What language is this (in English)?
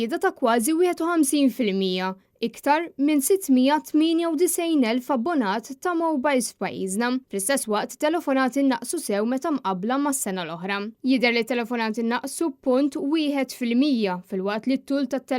Maltese